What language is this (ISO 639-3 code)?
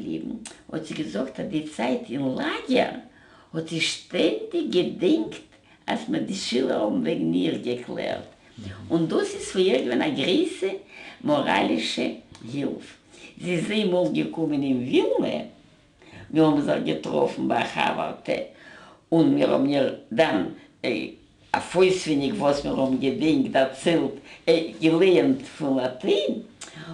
yid